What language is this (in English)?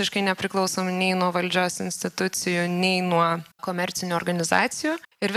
Lithuanian